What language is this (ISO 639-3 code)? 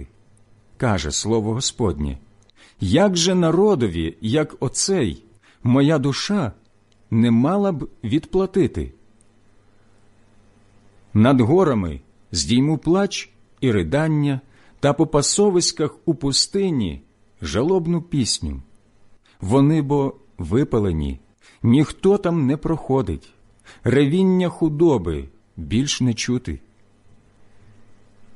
ukr